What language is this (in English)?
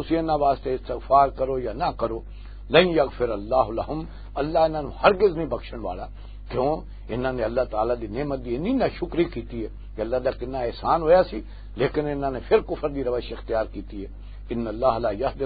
Western Panjabi